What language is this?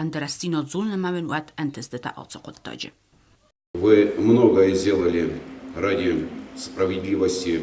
Ossetic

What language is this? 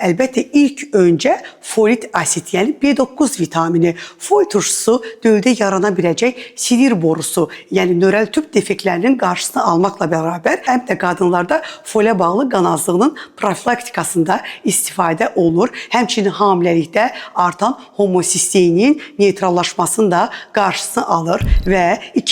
Azerbaijani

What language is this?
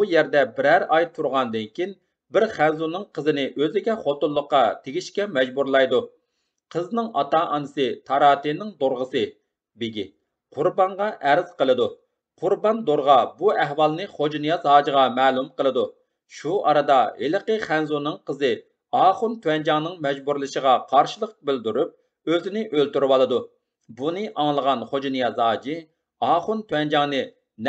Uyghur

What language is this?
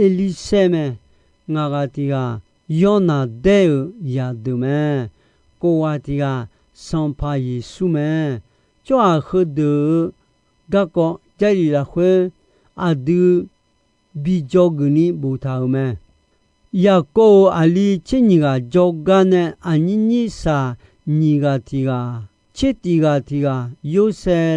Akha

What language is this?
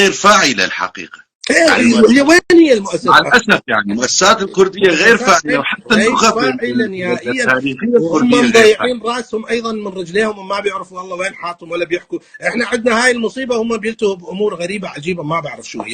North Levantine Arabic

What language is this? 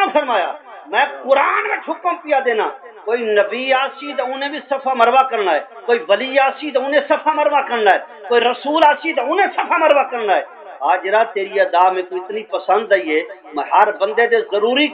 Saraiki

